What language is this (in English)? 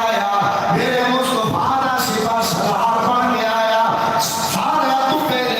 Saraiki